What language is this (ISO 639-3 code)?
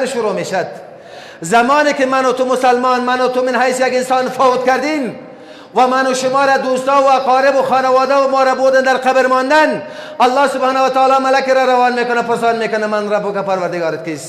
fas